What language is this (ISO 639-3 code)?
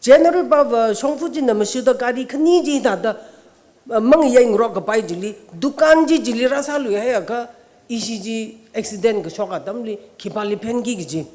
nmf